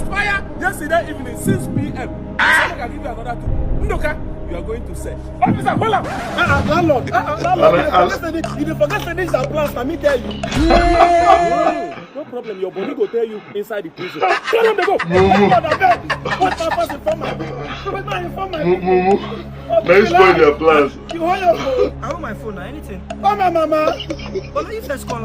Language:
Nigerian Pidgin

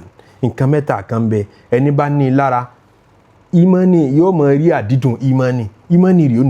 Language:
Yoruba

